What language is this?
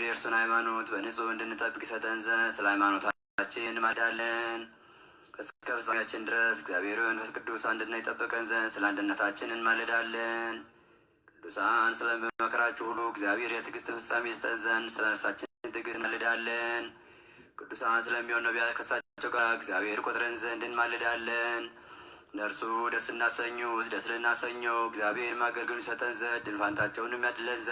Amharic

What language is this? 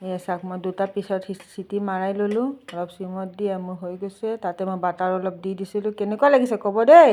Assamese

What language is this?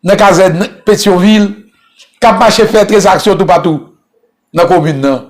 Haitian Creole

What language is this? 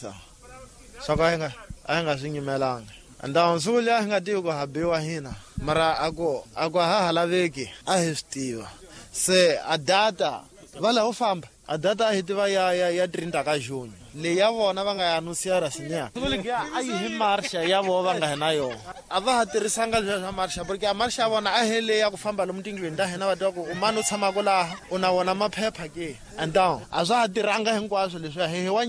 Tsonga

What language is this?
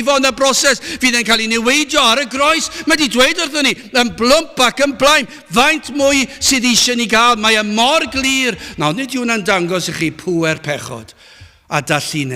Welsh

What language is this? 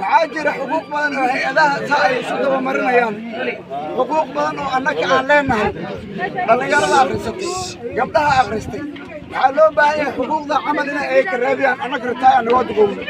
Somali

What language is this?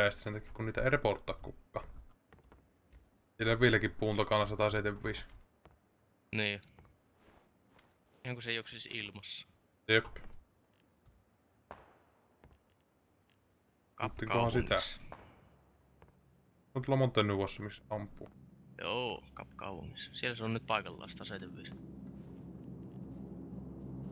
Finnish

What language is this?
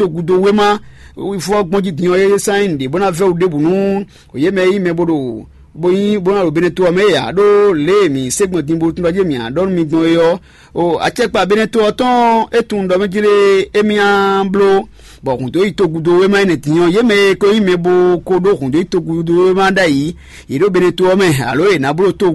Fon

